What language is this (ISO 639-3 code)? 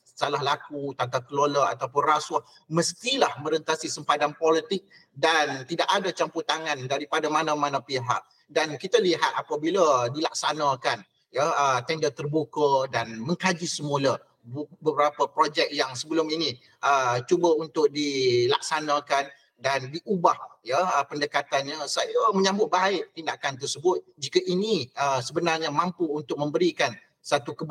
msa